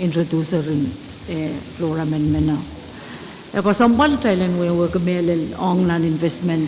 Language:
Pohnpeian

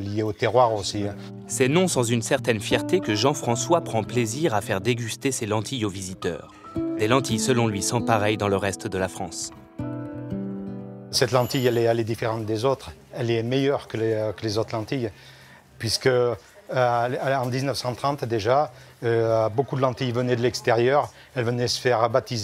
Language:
French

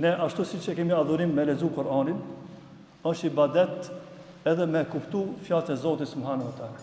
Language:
Albanian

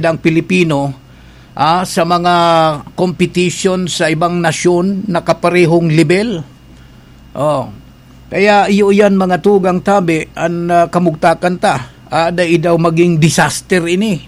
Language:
Bikol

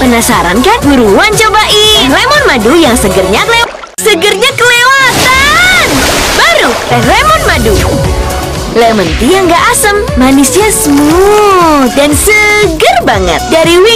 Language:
Indonesian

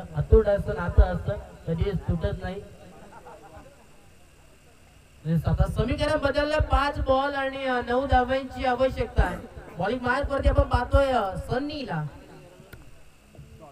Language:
Marathi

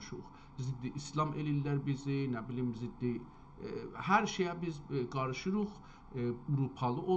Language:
South Azerbaijani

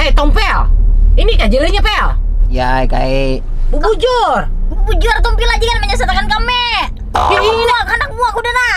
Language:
Banjar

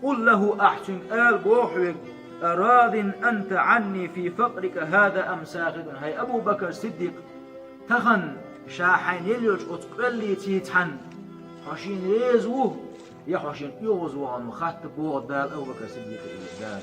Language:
Chechen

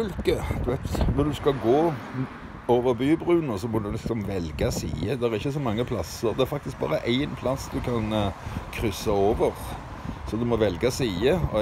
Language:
Norwegian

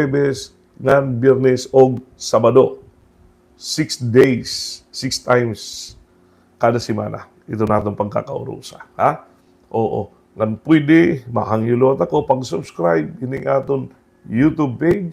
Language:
Waray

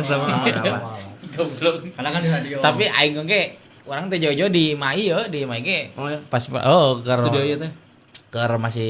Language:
Sundanese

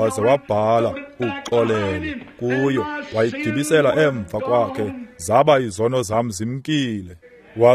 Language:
Xhosa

